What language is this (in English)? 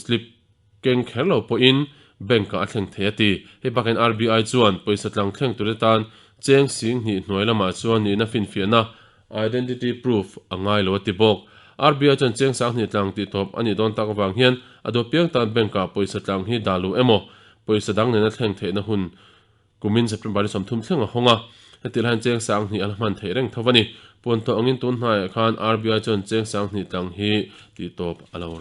Mizo